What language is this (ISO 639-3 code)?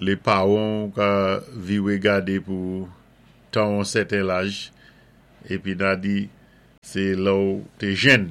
acf